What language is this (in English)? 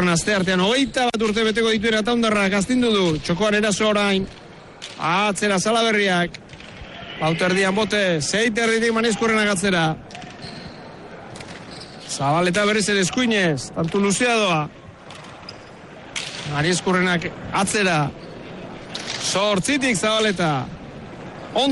Basque